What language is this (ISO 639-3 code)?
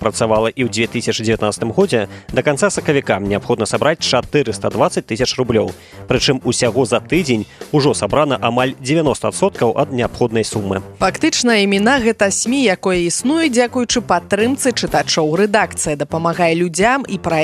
bel